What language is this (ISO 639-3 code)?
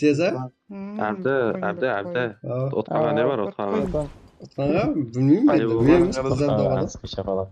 kaa